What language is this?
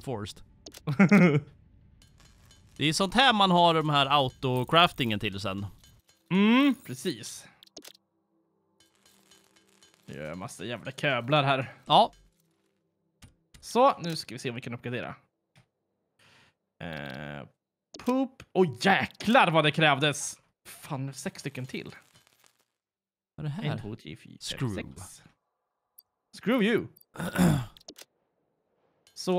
Swedish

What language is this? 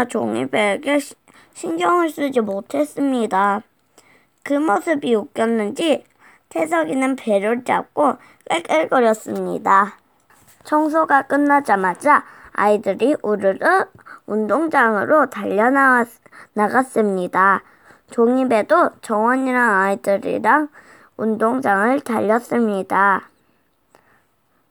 Korean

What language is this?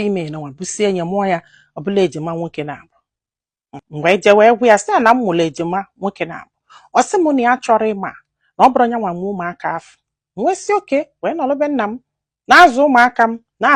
Igbo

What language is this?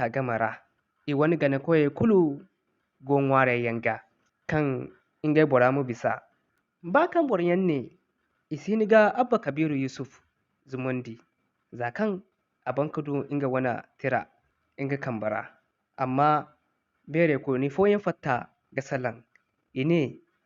Zarma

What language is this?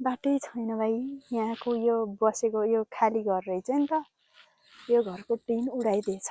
Nepali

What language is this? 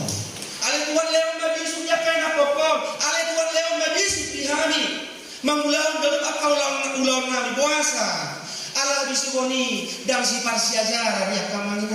Batak Toba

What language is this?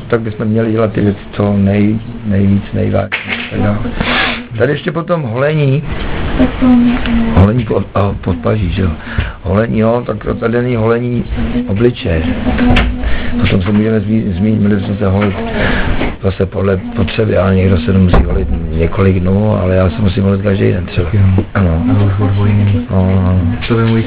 Czech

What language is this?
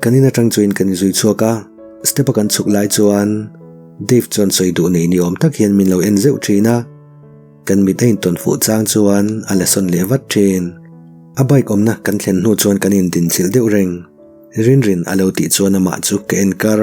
Mizo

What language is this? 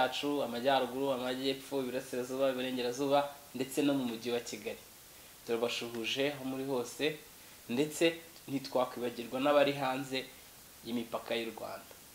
Kinyarwanda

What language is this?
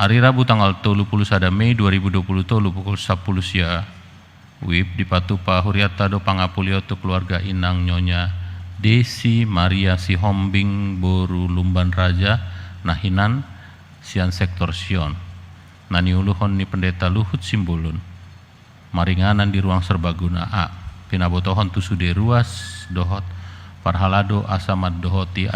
Batak Toba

